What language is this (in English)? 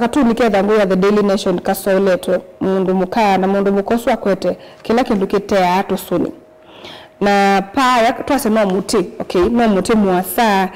Kamba